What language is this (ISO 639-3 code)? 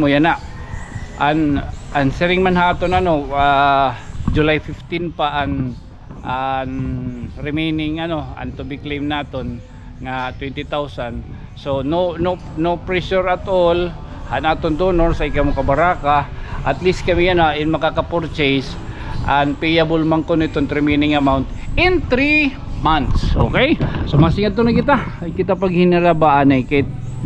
war